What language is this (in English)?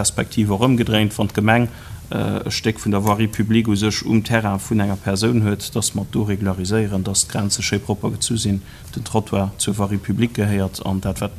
Luxembourgish